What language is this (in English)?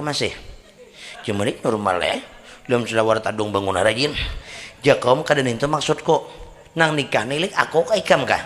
Banjar